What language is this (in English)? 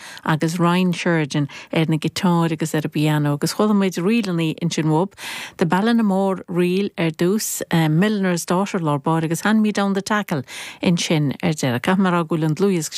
Irish